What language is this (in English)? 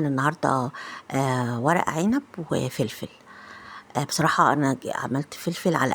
Egyptian Arabic